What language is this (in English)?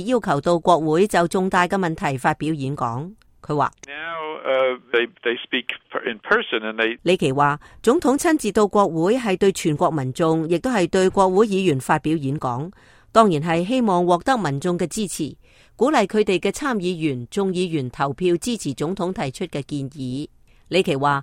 Cantonese